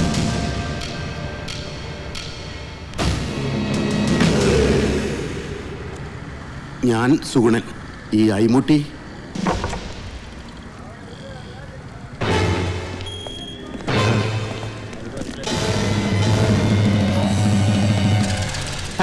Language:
Malayalam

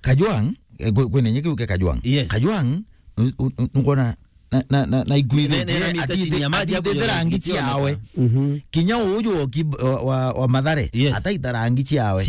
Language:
Meru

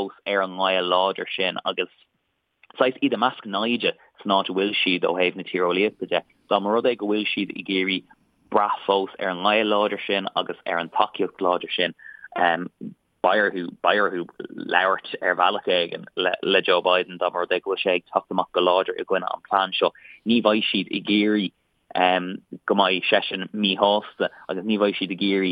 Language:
Irish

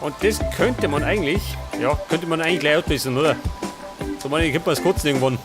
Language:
Bavarian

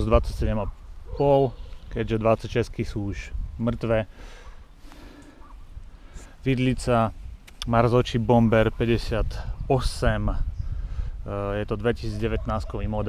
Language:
Slovak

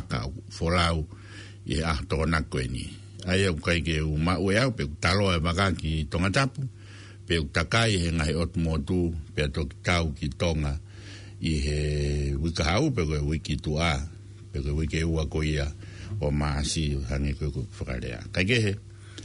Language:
Tongan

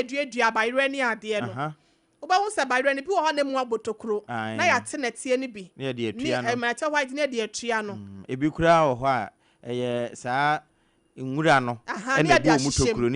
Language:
Akan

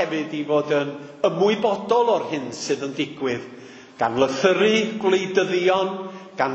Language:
Welsh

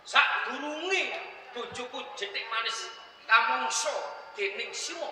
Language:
Javanese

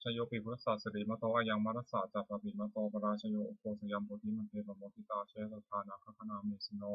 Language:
Pali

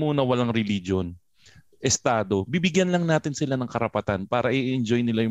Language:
Filipino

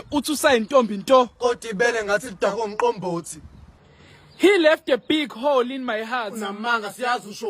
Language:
Zulu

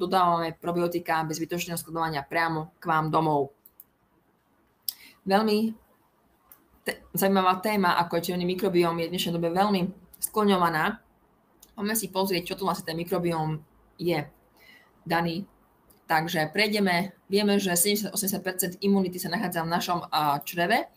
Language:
Slovak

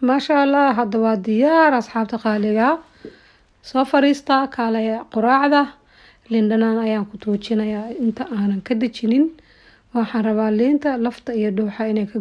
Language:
Somali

